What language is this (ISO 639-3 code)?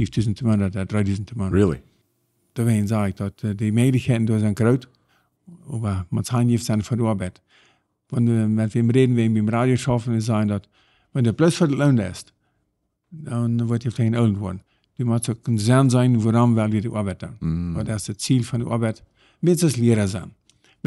pdt